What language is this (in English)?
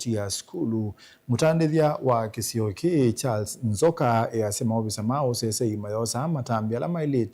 Kamba